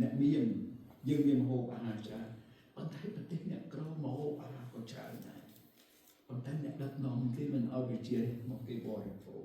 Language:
Khmer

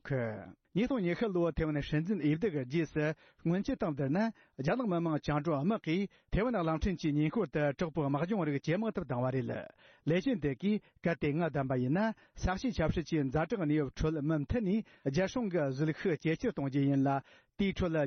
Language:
Tibetan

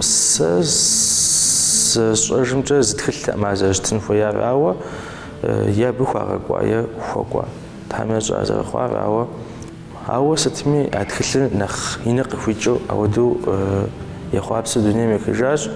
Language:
Kabardian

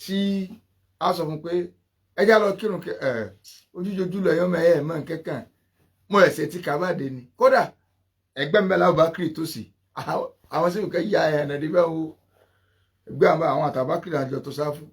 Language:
Yoruba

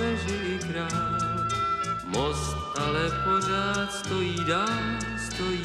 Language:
Czech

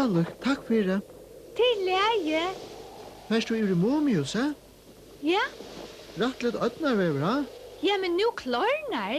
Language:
Faroese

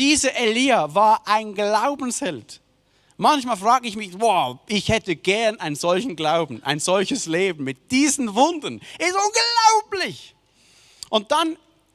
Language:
Swiss German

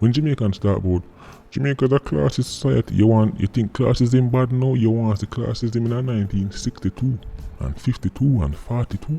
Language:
Jamaican Creole English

